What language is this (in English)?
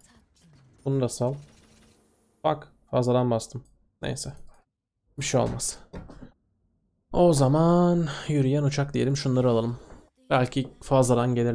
Turkish